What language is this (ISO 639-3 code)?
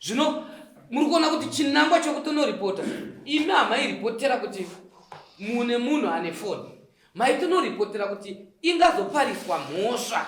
sna